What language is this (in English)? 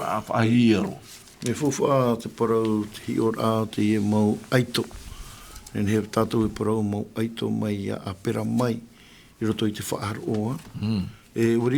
Tahitian